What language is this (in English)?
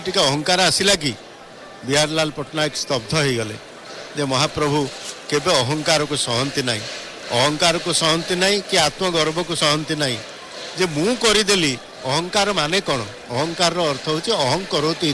Odia